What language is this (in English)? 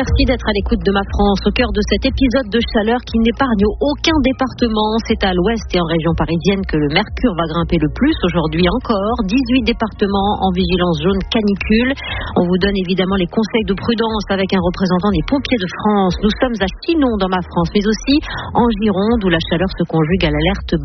French